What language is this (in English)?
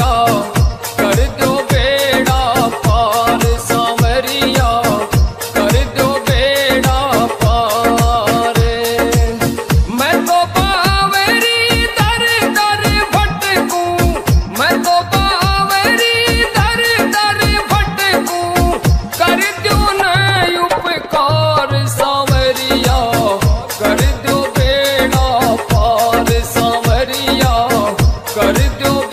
Haryanvi